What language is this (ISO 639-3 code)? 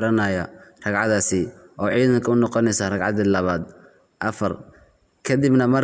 som